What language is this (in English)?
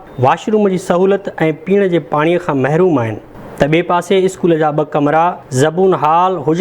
Sindhi